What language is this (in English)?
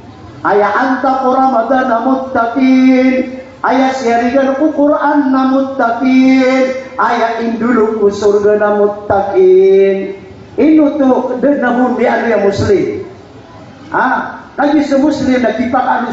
Maranao